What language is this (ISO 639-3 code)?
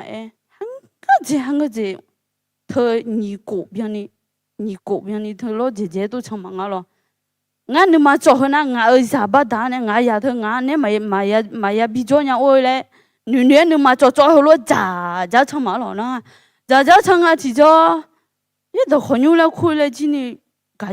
ahk